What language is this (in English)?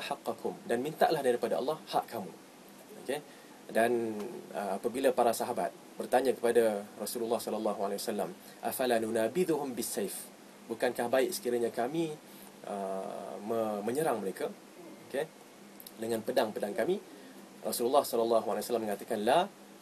Malay